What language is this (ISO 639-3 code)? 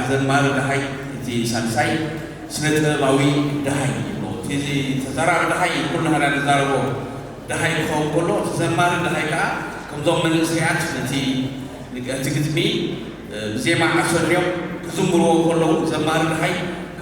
tir